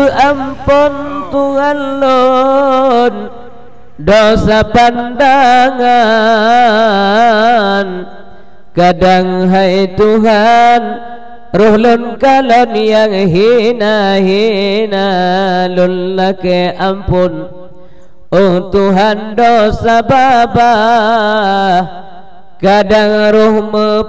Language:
Achinese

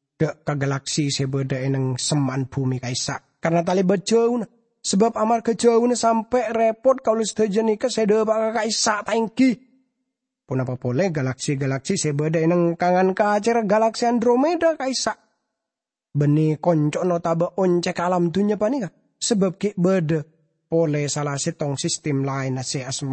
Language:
Madurese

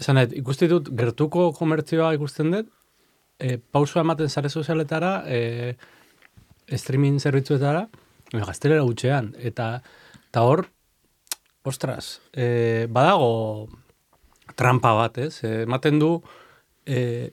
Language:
Basque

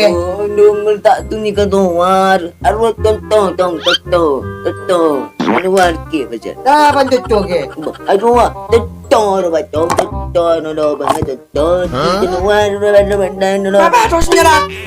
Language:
Madurese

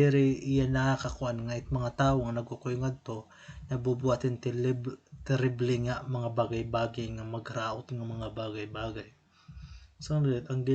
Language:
Waray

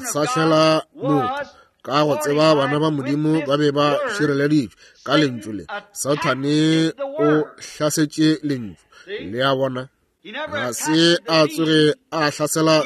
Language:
Northern Sotho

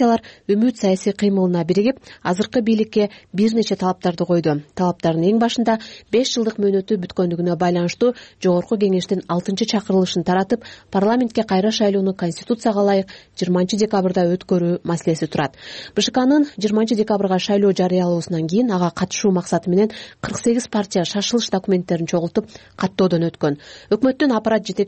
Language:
Kyrgyz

